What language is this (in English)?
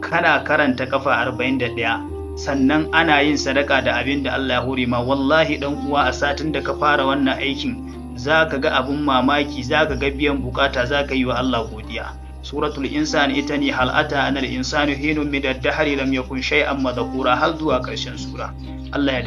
Hausa